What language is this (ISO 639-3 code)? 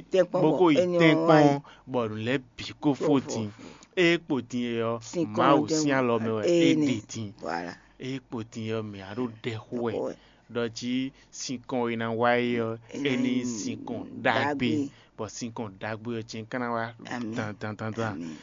fon